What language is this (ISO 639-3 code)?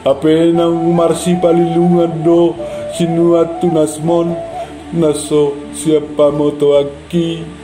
bbc